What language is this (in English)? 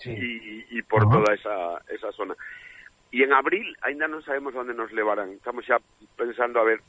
Galician